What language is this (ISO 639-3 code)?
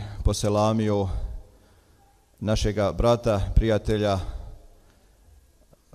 bos